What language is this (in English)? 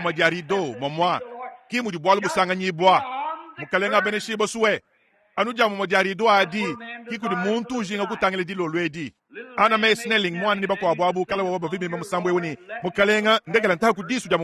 Luba-Lulua